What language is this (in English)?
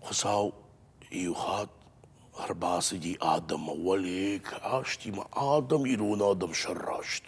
Ossetic